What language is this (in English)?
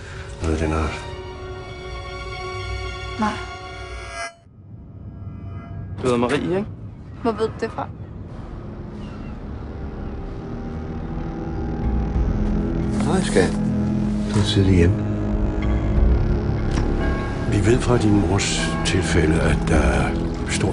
Danish